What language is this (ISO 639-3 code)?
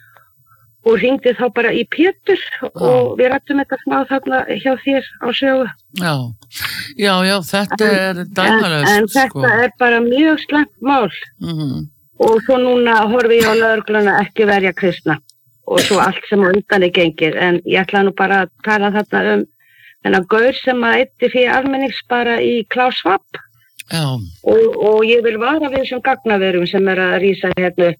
isl